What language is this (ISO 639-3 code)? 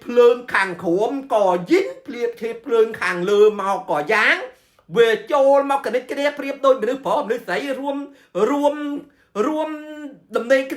khm